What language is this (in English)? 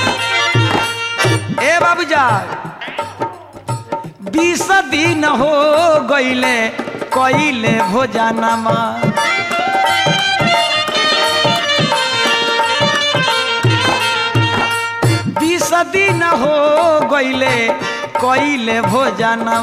Bhojpuri